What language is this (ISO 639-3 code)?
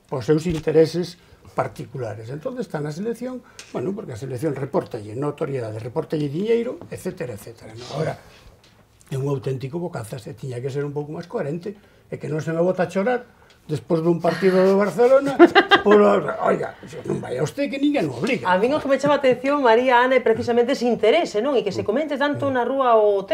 glg